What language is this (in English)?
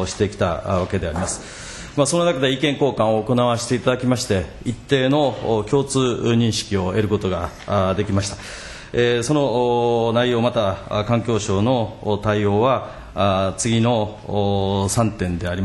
Japanese